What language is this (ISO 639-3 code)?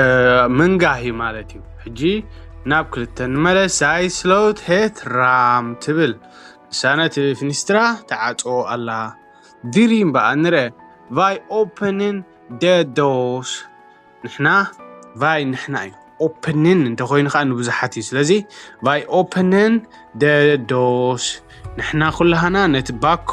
tir